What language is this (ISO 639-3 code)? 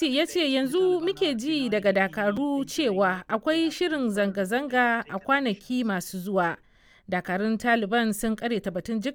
hau